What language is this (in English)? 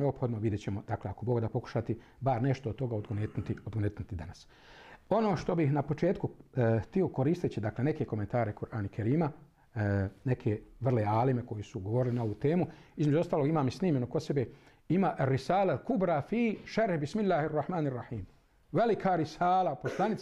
Bosnian